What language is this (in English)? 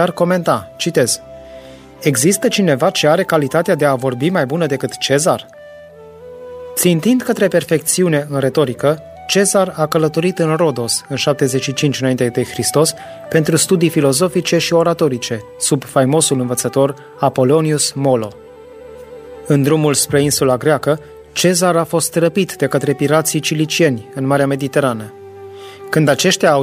Romanian